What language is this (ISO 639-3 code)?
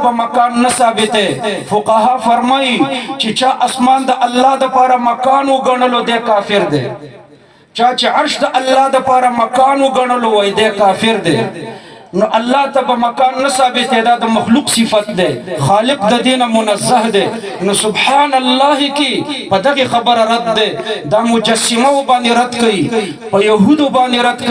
pus